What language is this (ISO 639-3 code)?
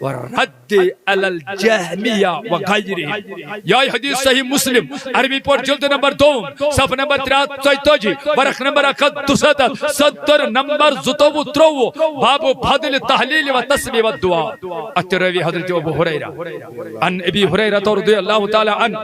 kas